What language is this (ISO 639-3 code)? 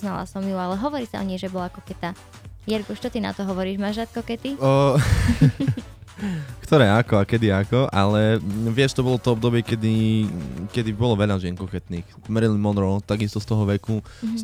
slk